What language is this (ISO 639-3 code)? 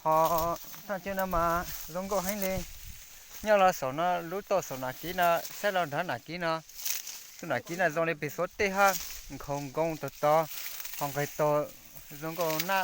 hmn